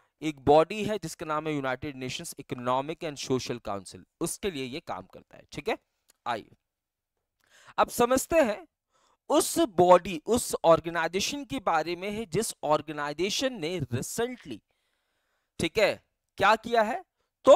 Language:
Hindi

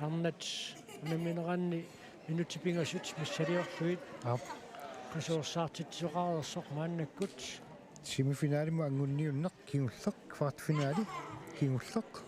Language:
Kalaallisut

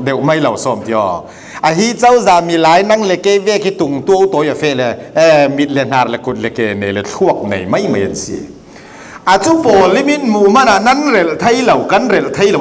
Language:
Falam Chin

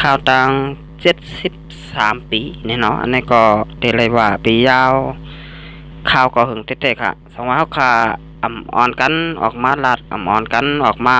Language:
Shan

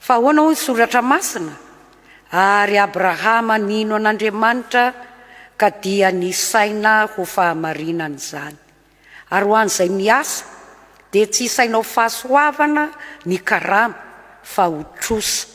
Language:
Malagasy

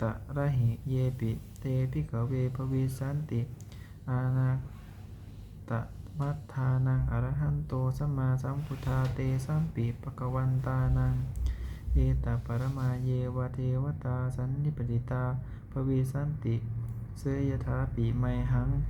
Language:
Pali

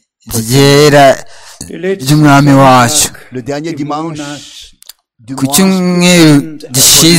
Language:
Kinyarwanda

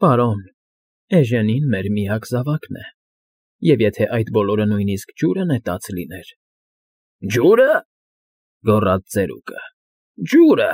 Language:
Armenian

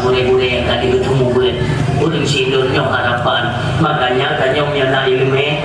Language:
Achinese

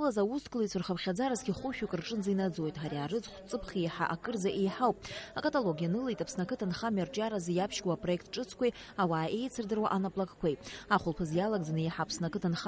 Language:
Abkhazian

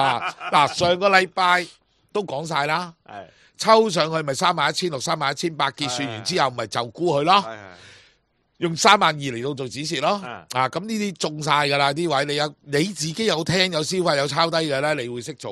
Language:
Cantonese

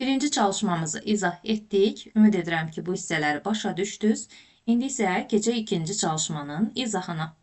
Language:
Azerbaijani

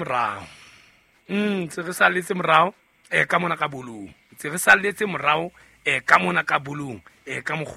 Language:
Southern Sotho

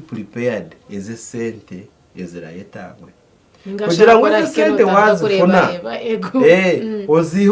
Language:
Nyankole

